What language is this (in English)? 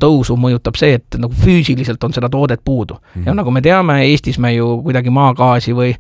Estonian